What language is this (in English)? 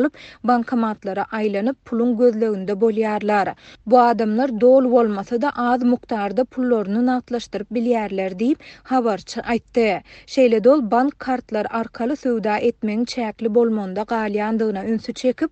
Turkmen